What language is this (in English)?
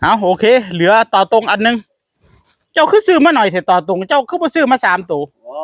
Northeastern Thai